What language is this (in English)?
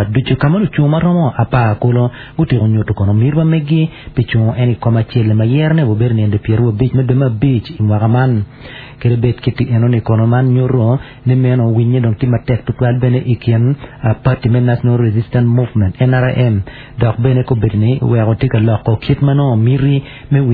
Acoli